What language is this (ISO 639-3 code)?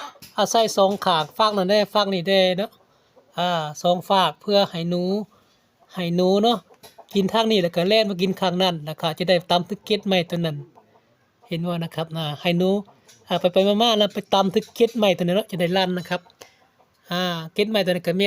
tts